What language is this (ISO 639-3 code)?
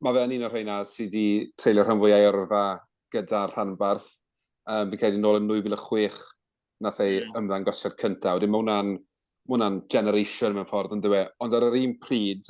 cym